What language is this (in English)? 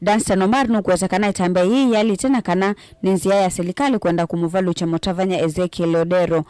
Kamba